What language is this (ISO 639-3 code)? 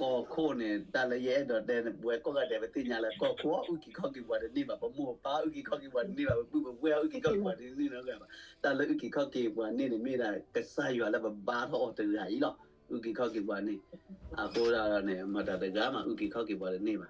ksw